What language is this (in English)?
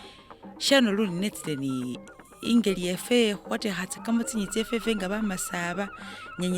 Masaaba